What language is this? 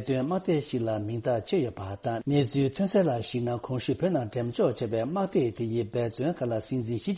Tibetan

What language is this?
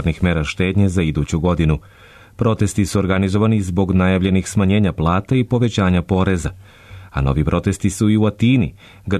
Serbian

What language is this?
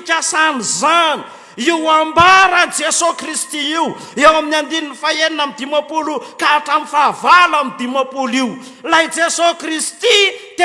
Malagasy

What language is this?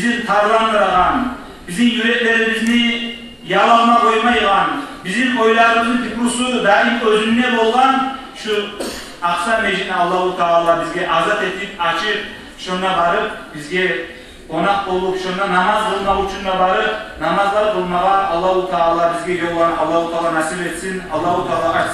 Kumyk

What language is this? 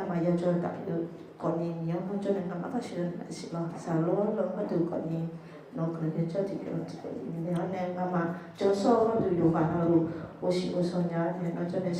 Akha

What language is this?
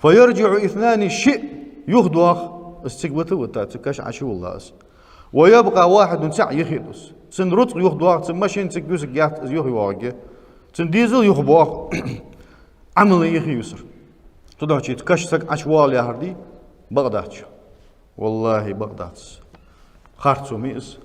Ingush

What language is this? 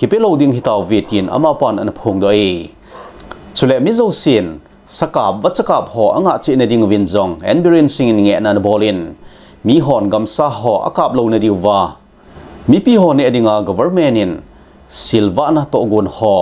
Thado Chin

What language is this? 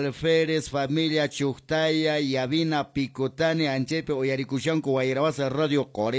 Quechua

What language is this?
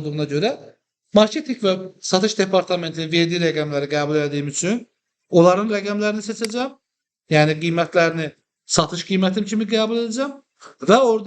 Azerbaijani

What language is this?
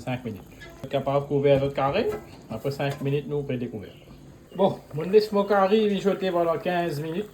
Morisyen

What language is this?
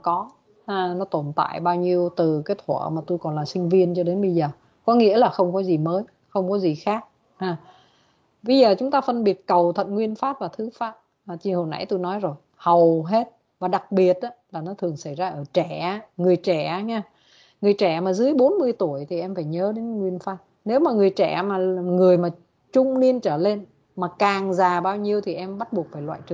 Vietnamese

